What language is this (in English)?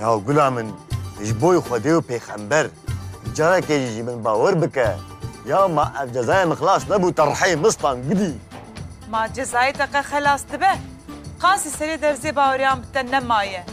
Kurdish